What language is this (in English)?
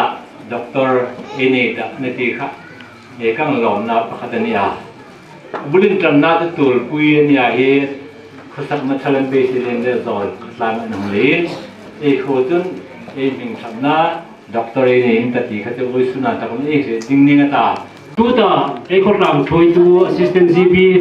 Hmar